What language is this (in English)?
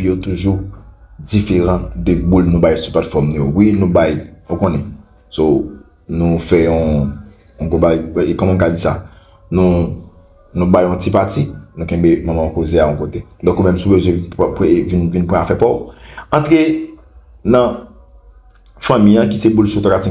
Haitian Creole